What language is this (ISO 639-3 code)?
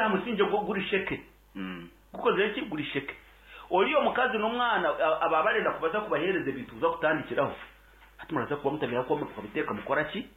nyn